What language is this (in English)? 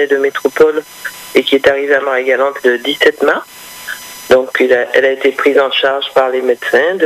French